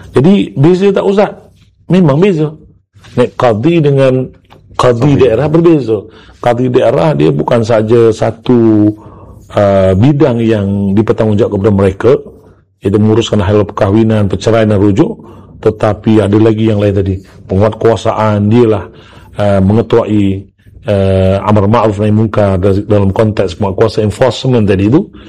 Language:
Malay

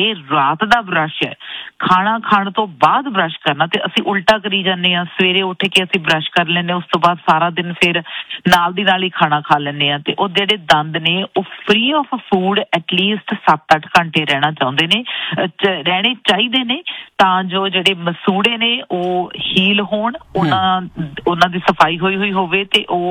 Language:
Punjabi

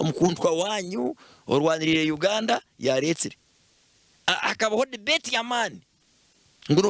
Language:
Nyankole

